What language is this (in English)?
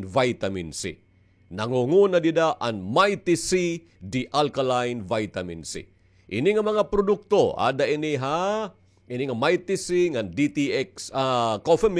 Waray